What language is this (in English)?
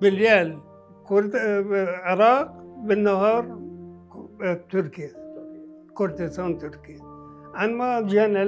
Mesopotamian Arabic